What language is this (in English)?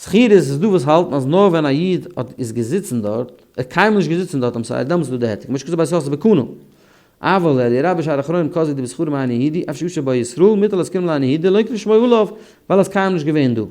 Yiddish